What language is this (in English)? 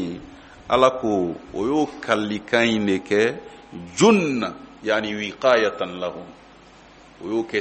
Bambara